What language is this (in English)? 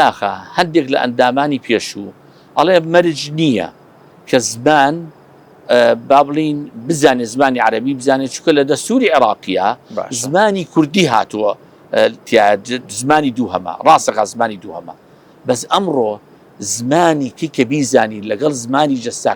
Central Kurdish